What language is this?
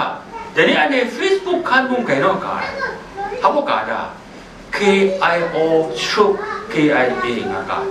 Kachin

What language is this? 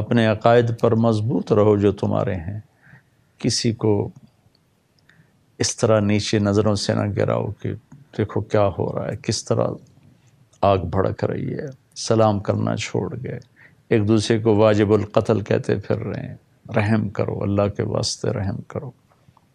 Urdu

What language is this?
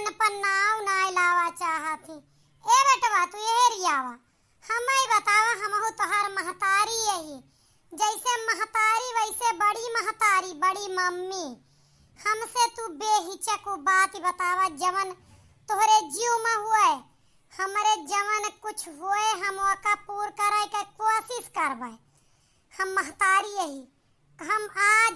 Awadhi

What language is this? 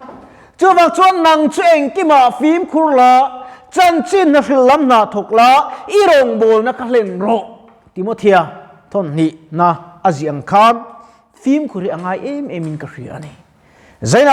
Mizo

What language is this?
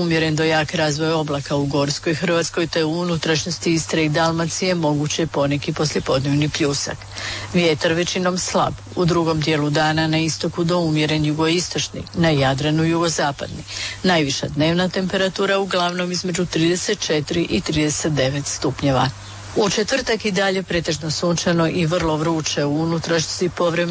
Croatian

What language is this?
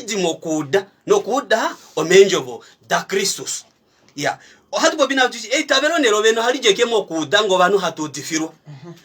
Kuanyama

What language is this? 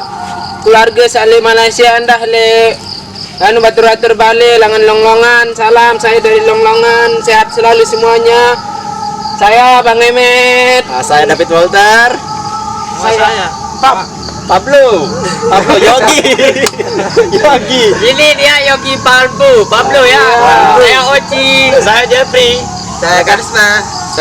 Sasak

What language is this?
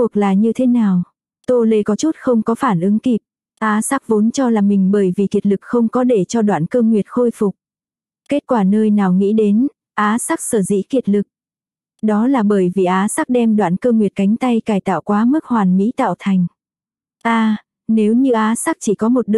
Vietnamese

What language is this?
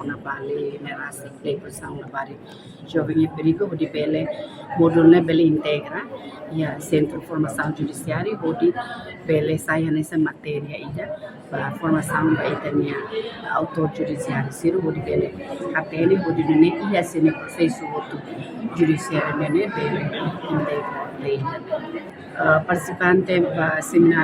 Tetum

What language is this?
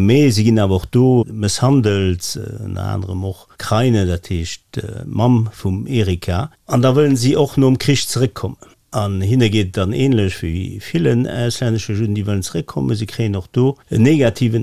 Luxembourgish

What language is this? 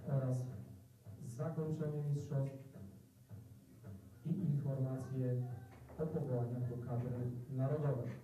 Polish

